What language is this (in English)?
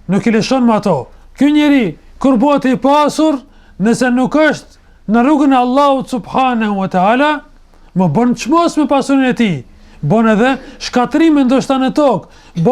Albanian